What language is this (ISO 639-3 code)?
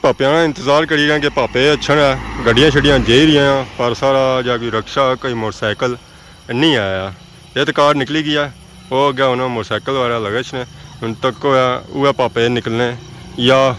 phr